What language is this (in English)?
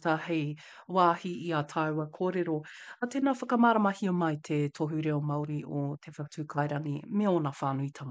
Māori